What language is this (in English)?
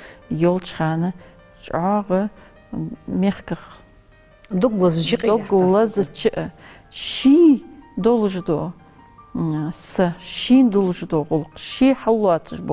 Ingush